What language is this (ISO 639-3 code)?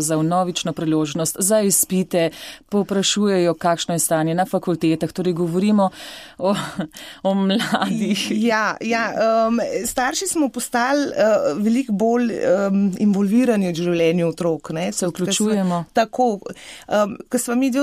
slv